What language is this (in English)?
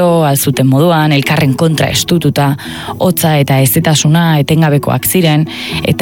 Basque